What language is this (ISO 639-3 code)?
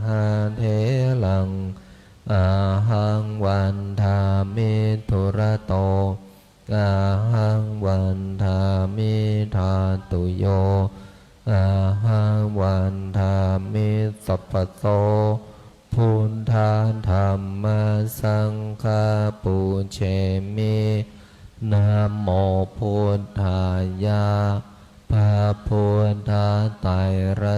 pli